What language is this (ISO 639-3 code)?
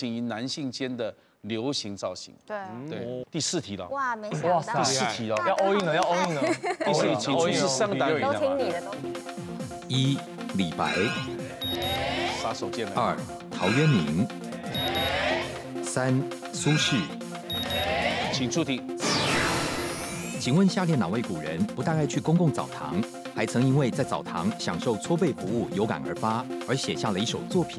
zho